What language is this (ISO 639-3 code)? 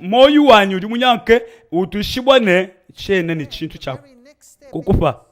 lua